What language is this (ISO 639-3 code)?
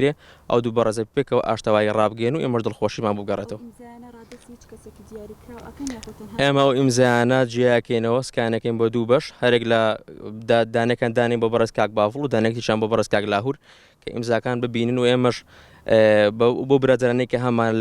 ckb